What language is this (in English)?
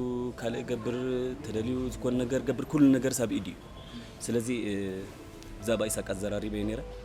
Tigrinya